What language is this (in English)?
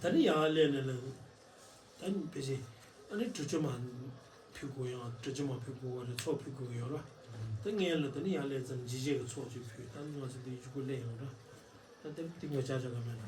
Tibetan